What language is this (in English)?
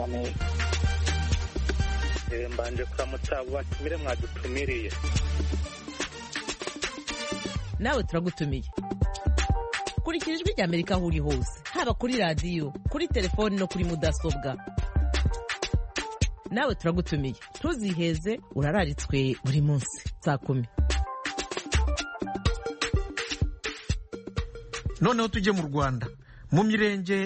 Kinyarwanda